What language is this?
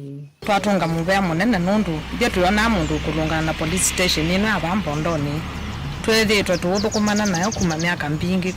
Kamba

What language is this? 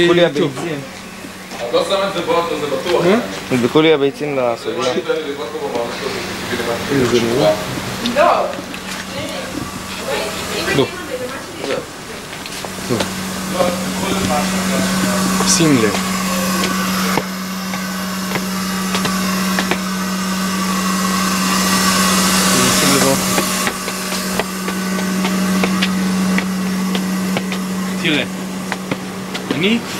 Hebrew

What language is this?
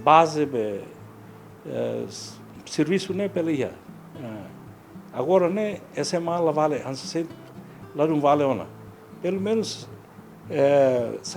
Tetum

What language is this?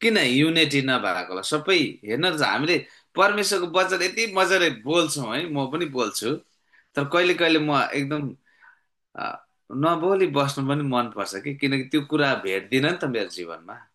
Nepali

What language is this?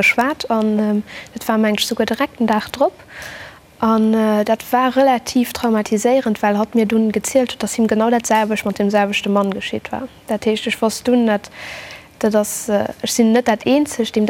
Luxembourgish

